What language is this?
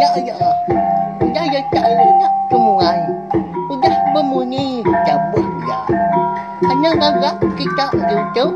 Iban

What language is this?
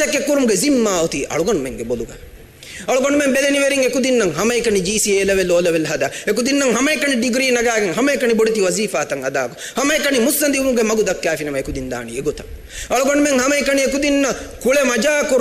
Divehi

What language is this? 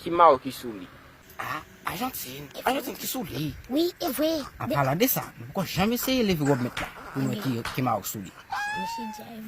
Haitian Creole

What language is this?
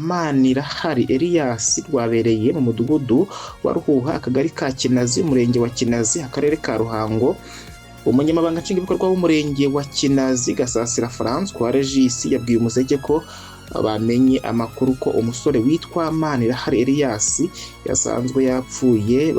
Kinyarwanda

